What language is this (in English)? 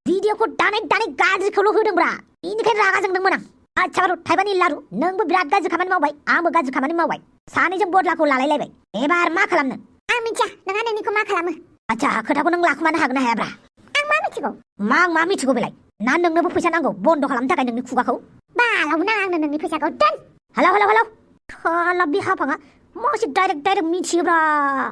Bodo